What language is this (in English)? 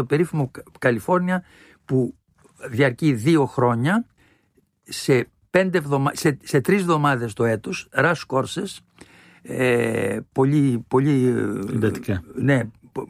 Greek